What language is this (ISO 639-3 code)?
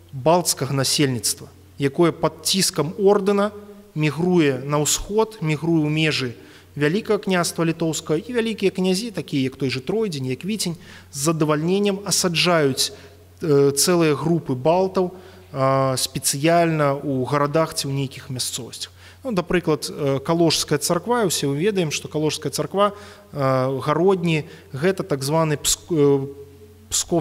bel